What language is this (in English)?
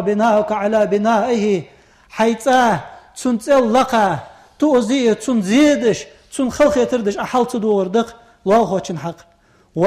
Ingush